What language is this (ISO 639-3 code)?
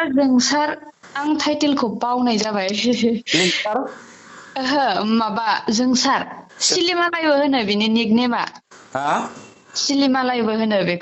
brx